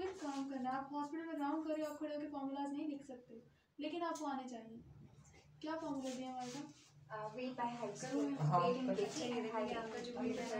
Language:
Hindi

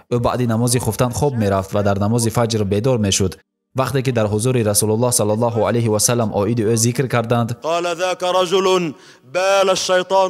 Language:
Tajik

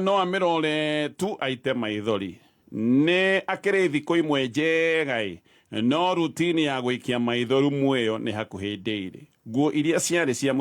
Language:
Kikuyu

